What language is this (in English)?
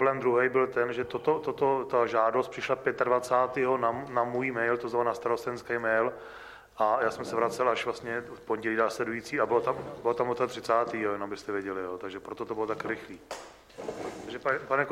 Czech